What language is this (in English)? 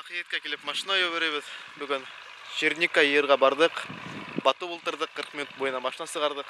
Bashkir